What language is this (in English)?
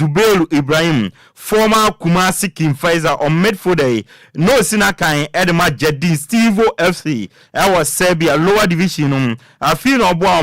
Akan